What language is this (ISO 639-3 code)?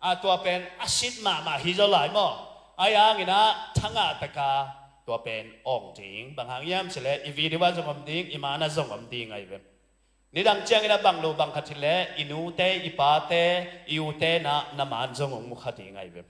ctd